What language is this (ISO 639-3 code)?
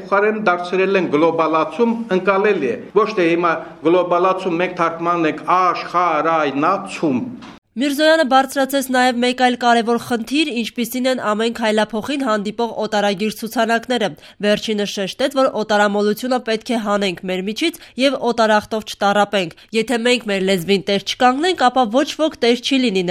hye